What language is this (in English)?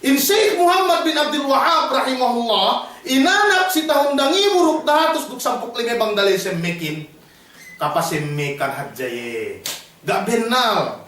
Yakan